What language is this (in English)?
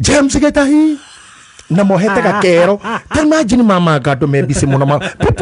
Kikuyu